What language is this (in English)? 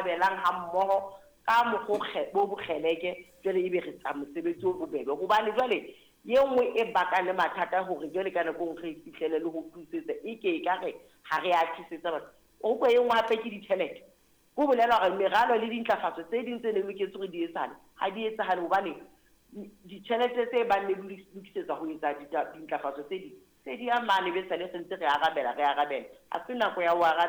Southern Sotho